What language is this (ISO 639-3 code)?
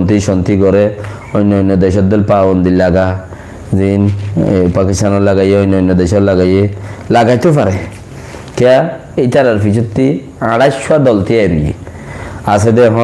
rhg